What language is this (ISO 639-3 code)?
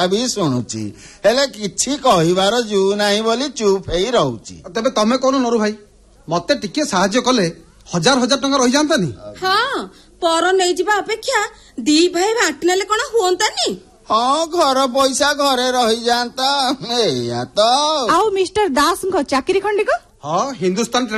ori